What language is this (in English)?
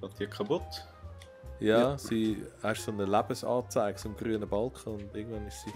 Swiss German